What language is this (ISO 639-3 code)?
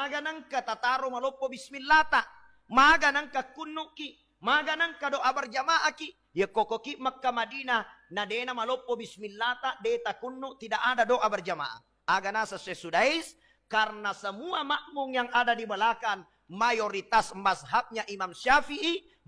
bug